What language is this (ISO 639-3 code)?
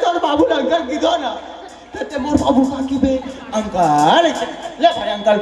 hne